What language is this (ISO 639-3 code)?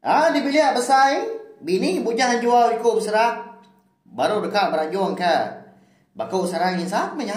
iba